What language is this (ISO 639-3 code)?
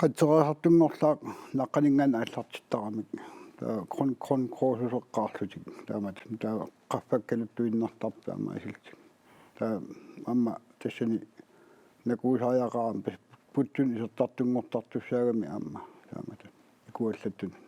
kal